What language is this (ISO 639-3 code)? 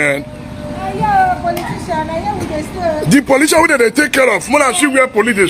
pcm